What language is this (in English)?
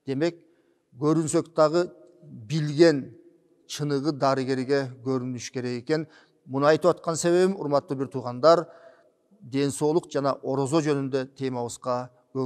Kyrgyz